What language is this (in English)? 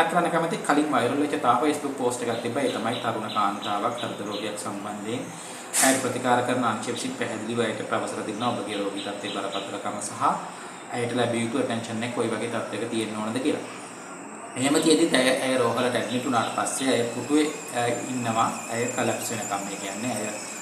Sinhala